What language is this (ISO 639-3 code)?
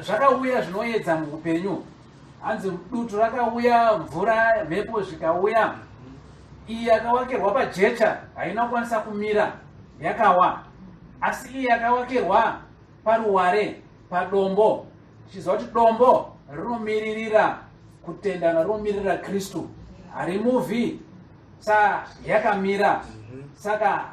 sna